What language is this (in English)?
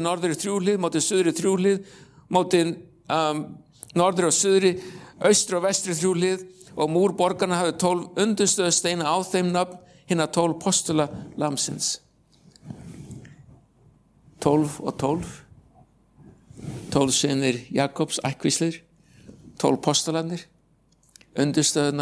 Icelandic